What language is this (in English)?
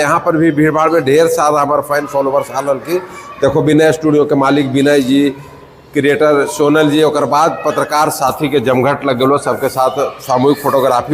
Magahi